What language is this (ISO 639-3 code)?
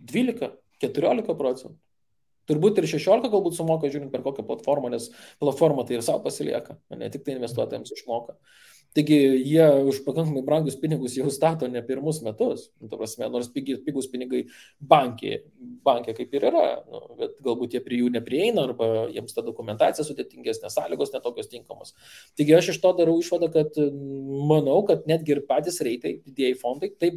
lit